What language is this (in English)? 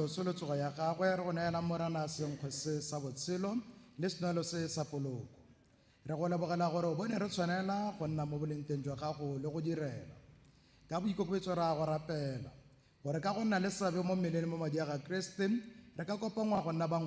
Tswana